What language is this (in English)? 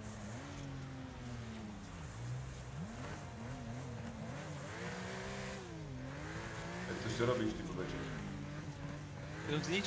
Slovak